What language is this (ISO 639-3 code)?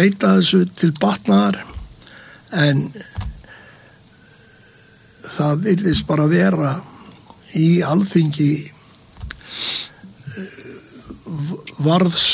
isl